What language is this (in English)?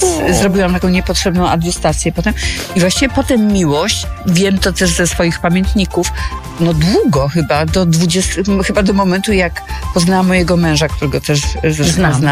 Polish